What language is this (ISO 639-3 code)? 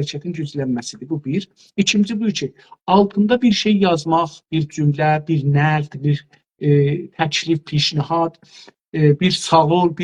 azb